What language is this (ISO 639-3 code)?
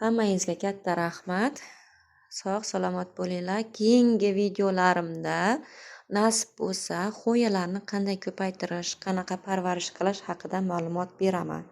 uzb